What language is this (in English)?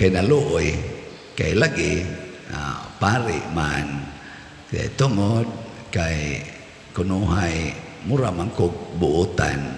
Cebuano